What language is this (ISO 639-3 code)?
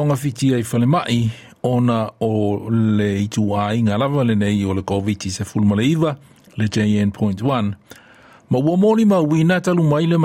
smo